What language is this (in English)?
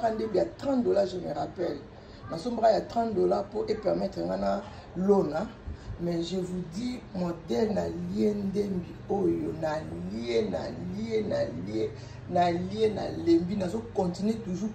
Lingala